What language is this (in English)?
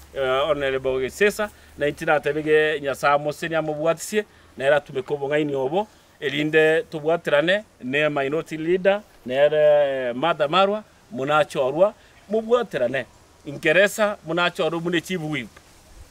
Gusii